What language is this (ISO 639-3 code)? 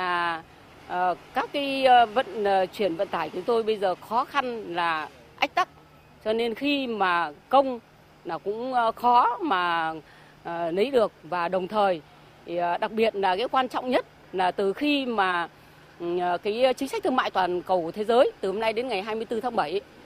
vie